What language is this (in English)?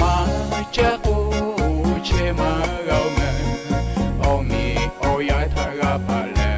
Lahu